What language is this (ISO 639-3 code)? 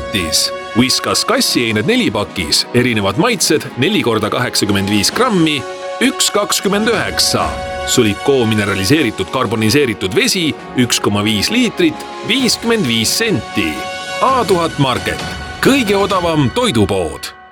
est